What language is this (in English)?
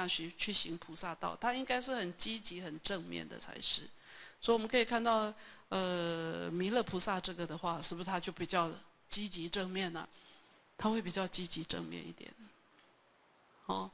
Chinese